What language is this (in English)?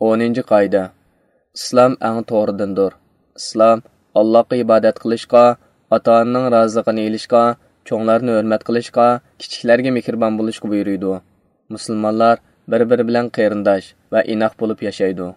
Uyghur